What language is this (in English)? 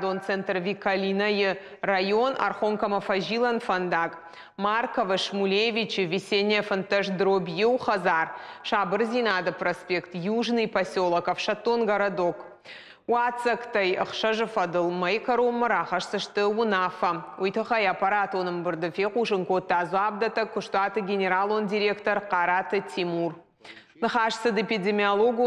Ossetic